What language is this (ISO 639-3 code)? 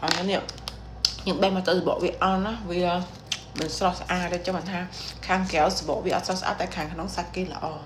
khm